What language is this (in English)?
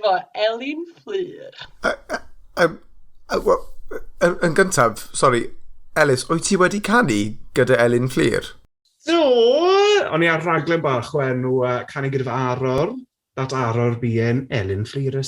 Welsh